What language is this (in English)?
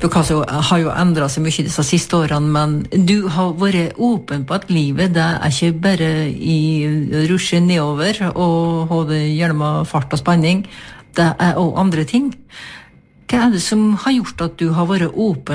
Norwegian